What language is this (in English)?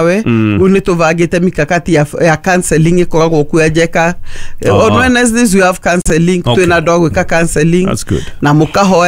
Kikuyu